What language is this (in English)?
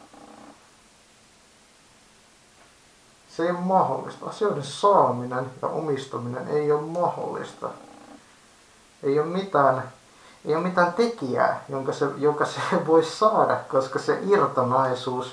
Finnish